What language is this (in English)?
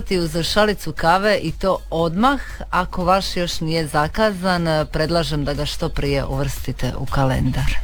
Croatian